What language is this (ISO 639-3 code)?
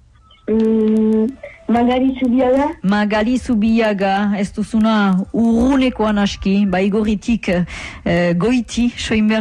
eus